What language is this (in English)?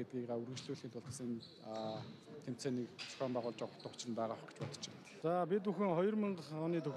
Mongolian